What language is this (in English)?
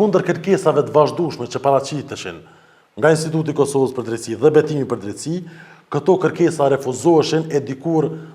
Albanian